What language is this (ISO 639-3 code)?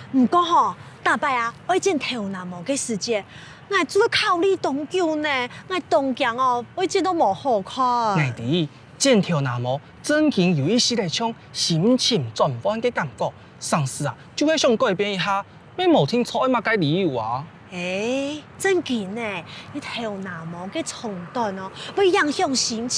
hak